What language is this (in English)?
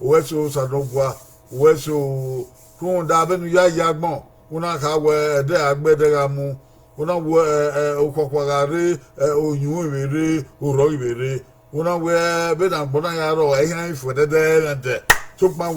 Bini